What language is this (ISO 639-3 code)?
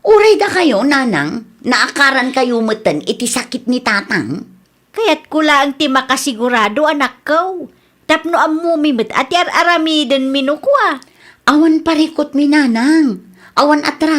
ilo